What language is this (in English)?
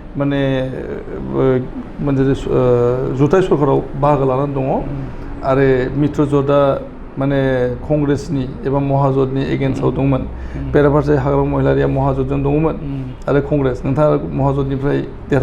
Bodo